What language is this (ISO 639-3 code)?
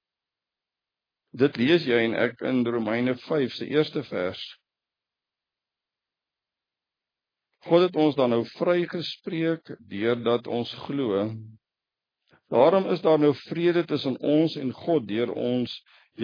afr